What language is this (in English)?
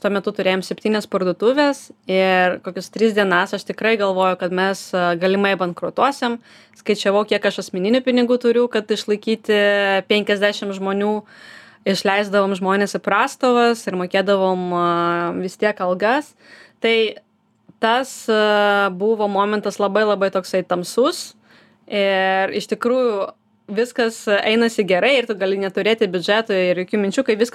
Lithuanian